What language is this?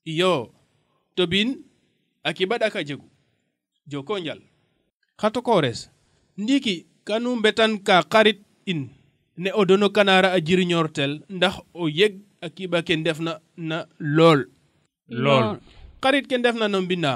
Serer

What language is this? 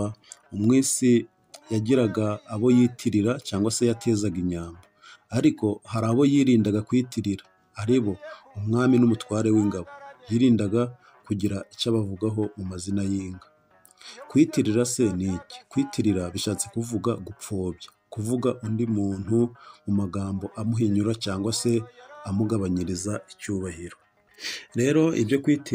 Kinyarwanda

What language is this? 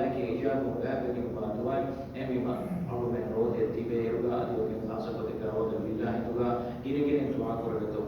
Divehi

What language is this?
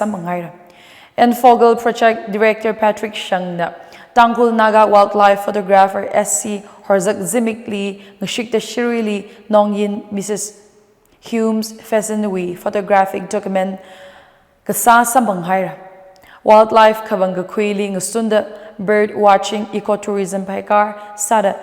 Tangkhul Naga (India)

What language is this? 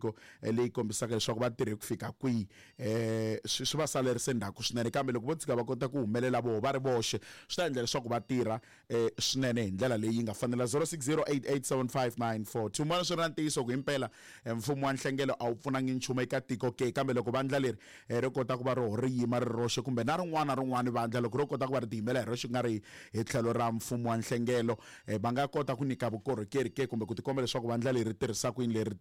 Tsonga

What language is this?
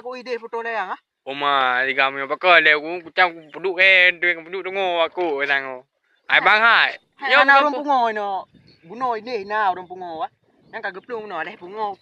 Achinese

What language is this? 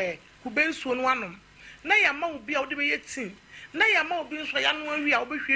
Akan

